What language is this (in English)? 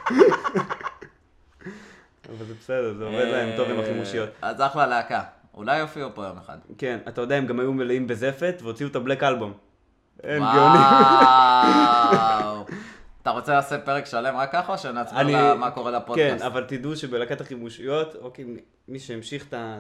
Hebrew